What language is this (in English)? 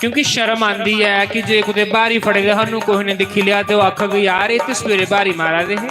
Dogri